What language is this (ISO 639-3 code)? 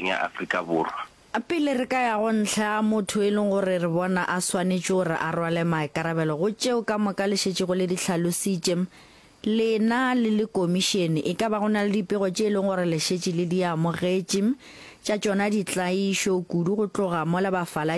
nso